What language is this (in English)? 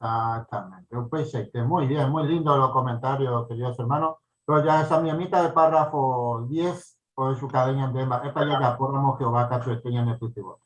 Guarani